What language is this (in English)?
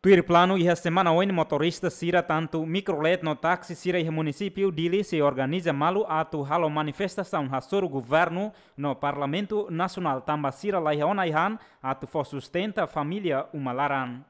Tetum